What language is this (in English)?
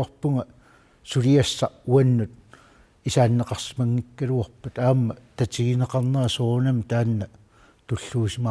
Kalaallisut